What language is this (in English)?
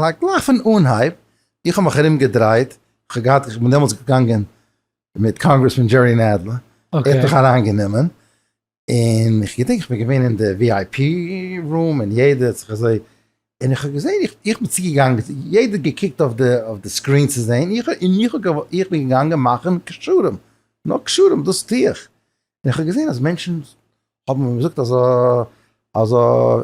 Yiddish